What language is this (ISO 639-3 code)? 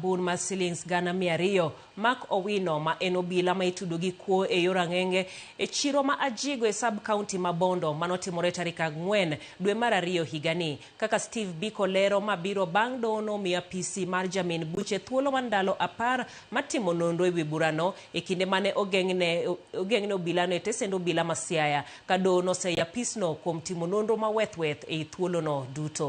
luo